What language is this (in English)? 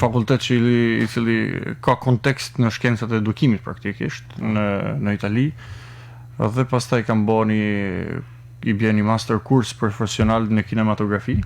Albanian